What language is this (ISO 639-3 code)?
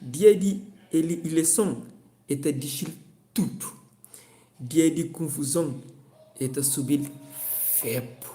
kea